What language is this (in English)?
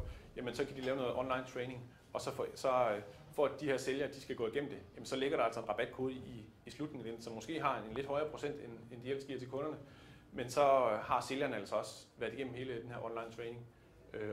Danish